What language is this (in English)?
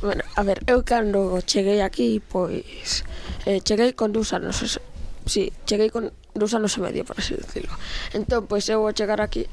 Galician